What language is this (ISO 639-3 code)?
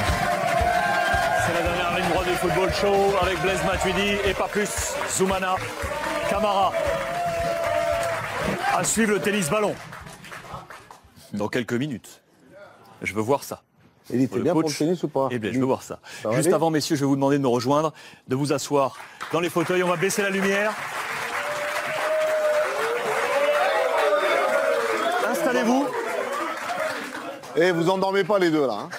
fra